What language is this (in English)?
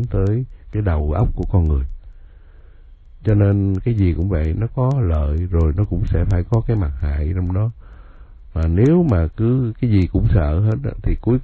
Vietnamese